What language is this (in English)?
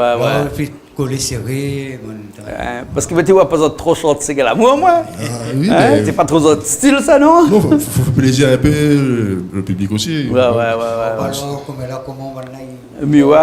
Réunion Creole French